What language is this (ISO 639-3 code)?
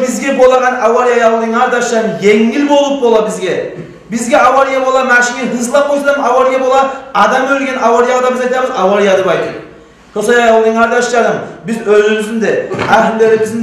kum